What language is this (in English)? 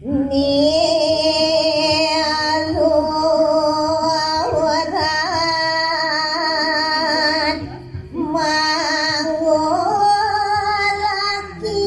Balinese